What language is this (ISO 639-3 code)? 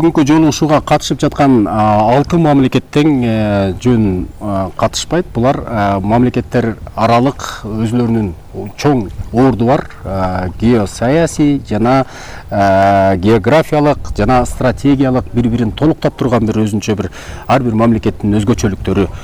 kir